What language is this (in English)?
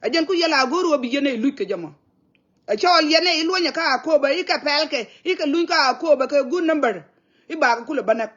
Nuer